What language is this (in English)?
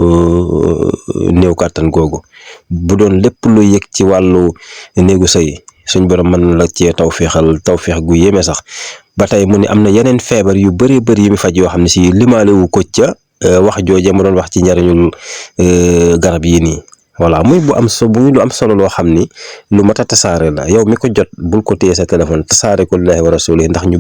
Wolof